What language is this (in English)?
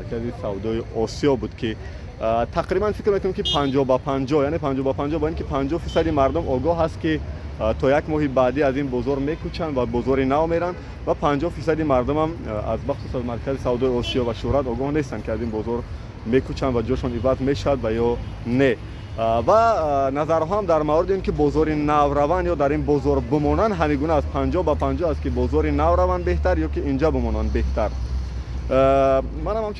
Tajik